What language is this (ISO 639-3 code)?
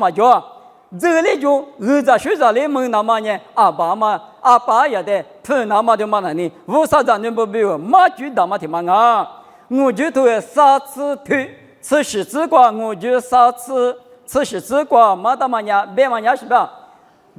lis